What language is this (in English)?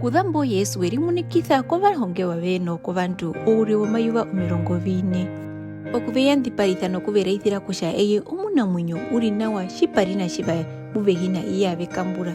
Herero